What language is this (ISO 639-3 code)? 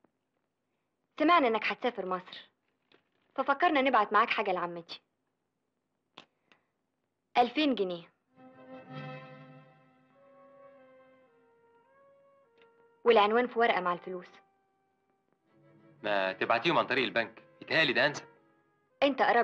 arz